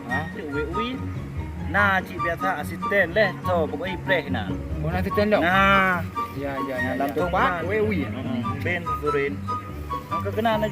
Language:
Achinese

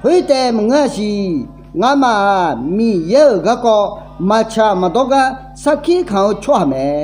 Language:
Akha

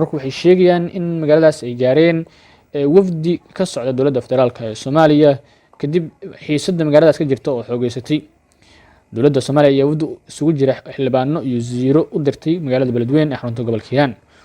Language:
Somali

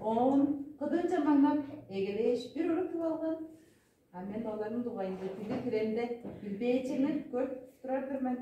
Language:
Tuvinian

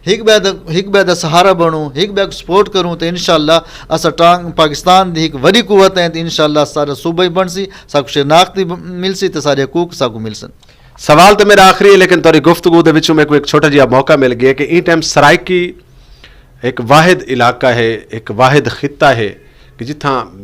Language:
Saraiki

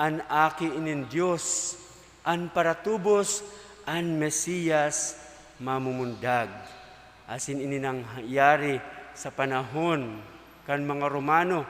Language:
Bikol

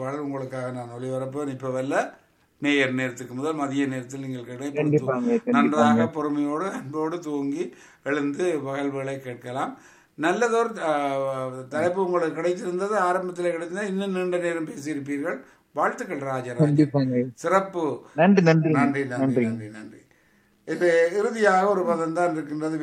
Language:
Tamil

